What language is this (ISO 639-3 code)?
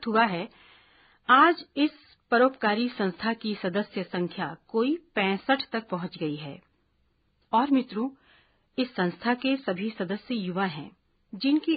hin